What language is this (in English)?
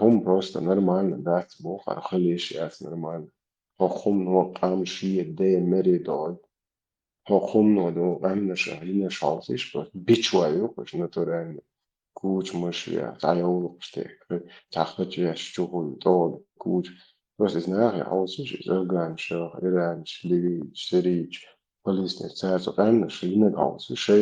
Chechen